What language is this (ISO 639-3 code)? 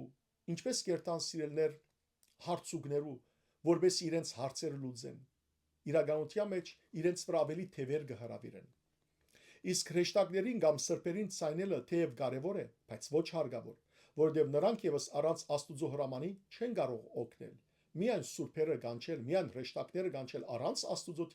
hyw